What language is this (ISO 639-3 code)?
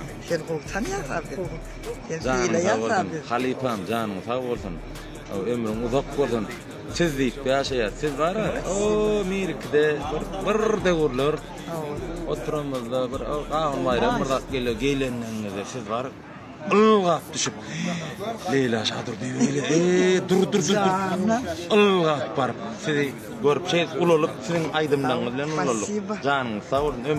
tuk